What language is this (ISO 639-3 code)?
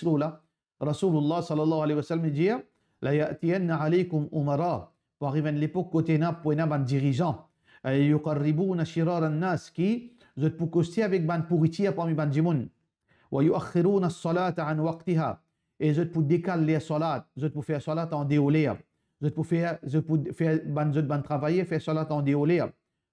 mfe